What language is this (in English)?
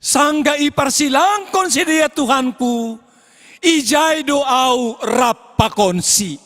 Batak Simalungun